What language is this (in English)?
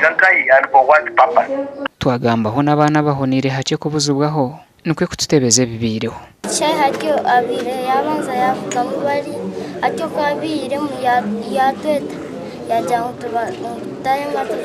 Nyankole